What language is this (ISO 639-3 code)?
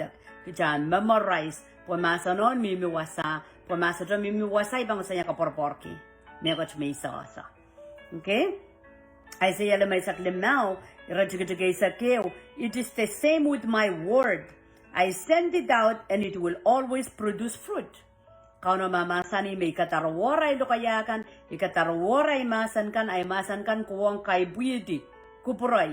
pon